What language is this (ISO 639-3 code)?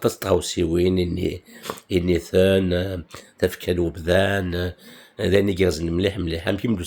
kab